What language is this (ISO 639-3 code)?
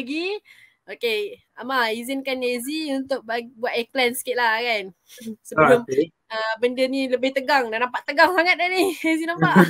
msa